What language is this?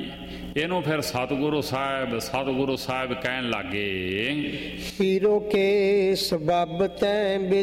Punjabi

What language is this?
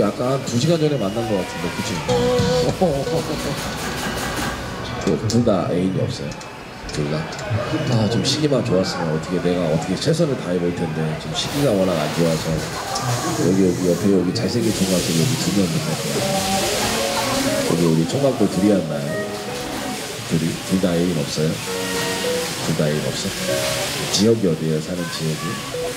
Korean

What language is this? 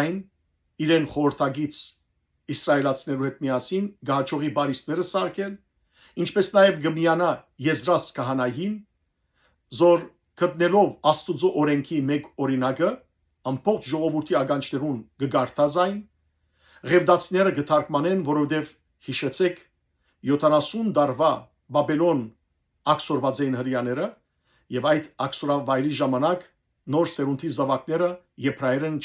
Western Armenian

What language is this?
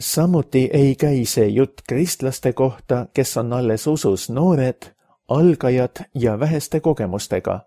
Estonian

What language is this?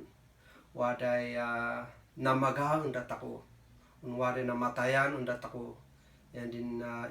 Kankanaey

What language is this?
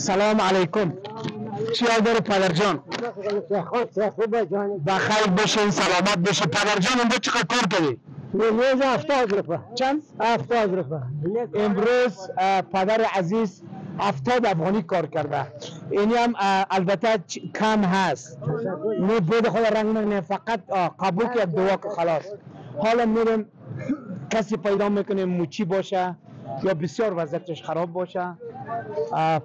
Persian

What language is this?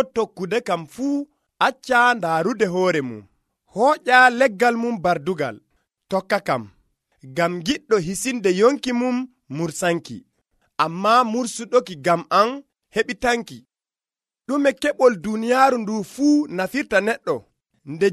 Nigerian Fulfulde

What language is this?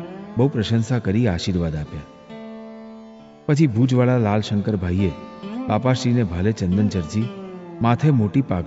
Gujarati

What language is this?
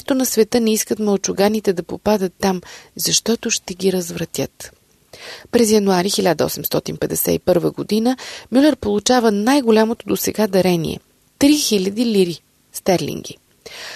Bulgarian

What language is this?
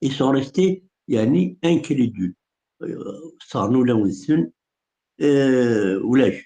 Kabyle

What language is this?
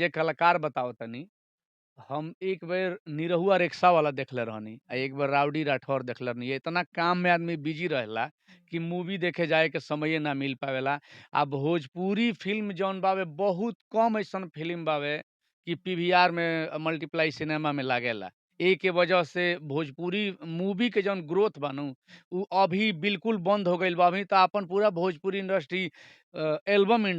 Bhojpuri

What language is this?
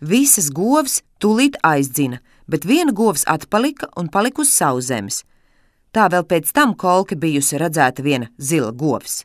Latvian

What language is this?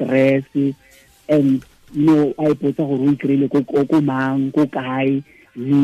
Tswana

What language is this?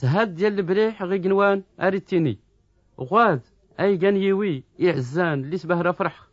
Tachelhit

